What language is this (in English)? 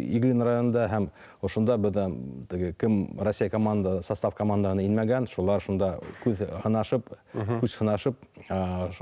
Bashkir